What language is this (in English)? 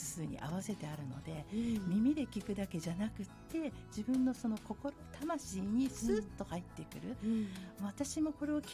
Japanese